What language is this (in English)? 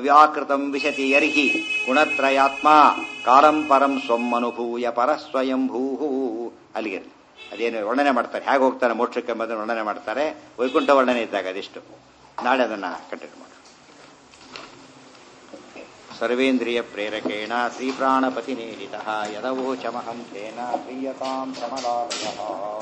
Kannada